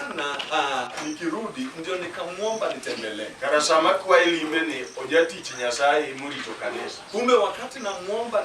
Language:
Luo (Kenya and Tanzania)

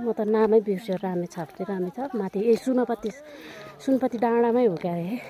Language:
Nepali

